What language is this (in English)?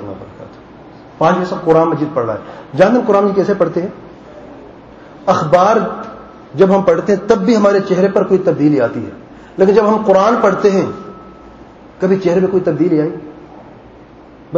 Urdu